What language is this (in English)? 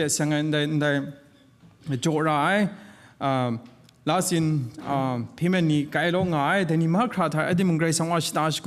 Kachin